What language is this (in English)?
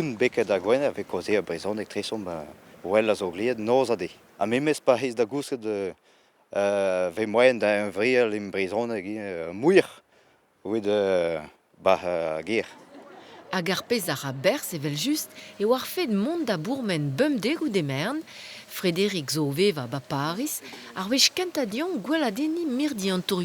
Breton